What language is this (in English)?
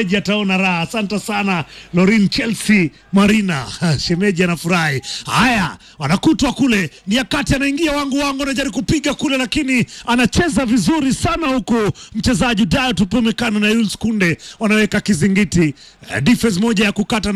Swahili